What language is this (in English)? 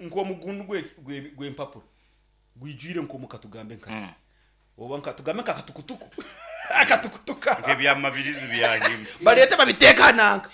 Nyoro